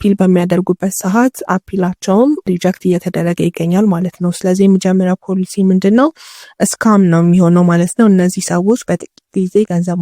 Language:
Amharic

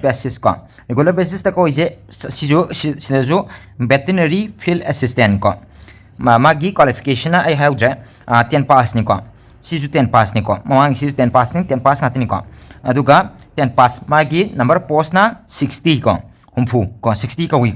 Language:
Manipuri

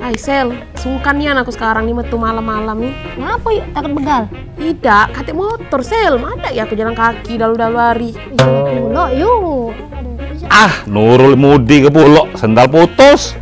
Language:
Musi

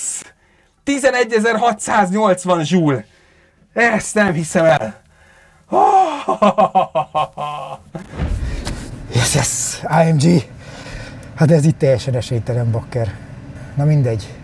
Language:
Hungarian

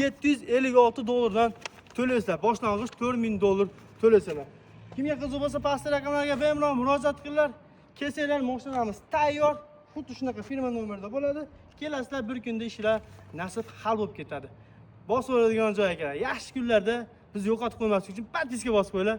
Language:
Uzbek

